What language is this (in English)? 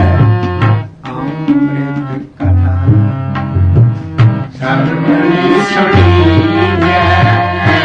Punjabi